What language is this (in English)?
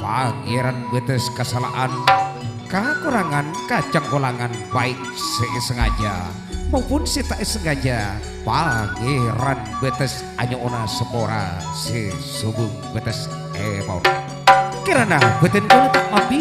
Madurese